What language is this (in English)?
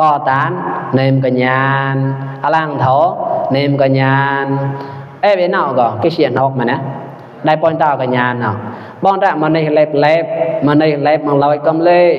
Mon